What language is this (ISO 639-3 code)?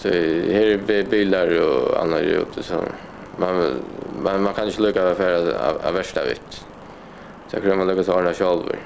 fao